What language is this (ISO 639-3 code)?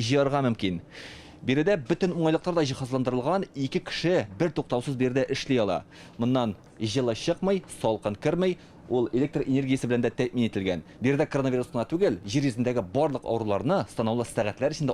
tat